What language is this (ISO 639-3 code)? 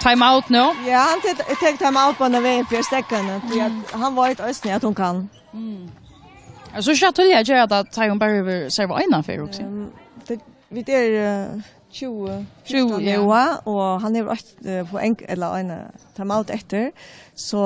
fao